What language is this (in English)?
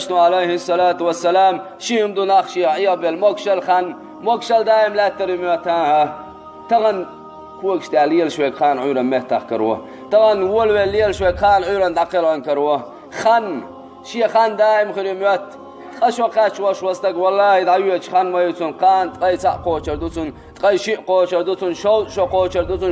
Chechen